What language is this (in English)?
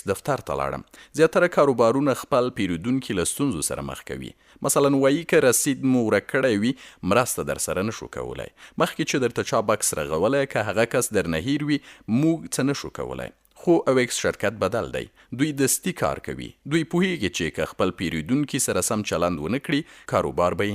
Pashto